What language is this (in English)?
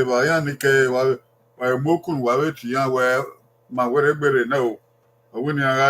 Bini